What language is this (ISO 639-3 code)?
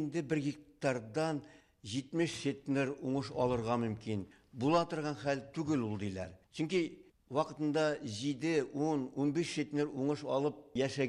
tat